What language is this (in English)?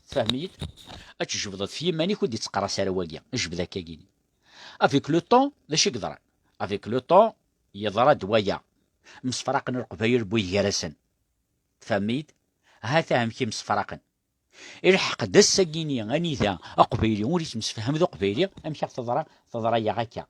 Kabyle